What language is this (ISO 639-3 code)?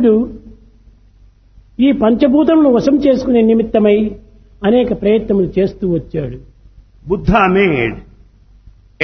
tel